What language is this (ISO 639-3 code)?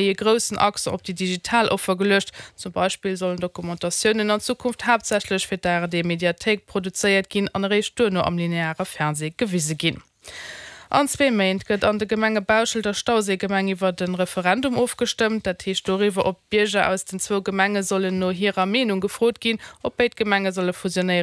ltz